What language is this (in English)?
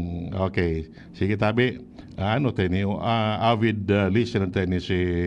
Bikol